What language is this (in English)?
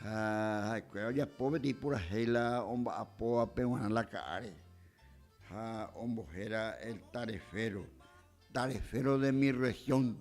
Guarani